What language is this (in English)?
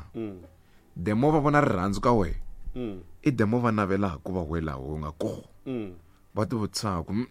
Tsonga